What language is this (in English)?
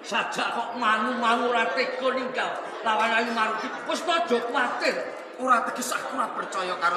Javanese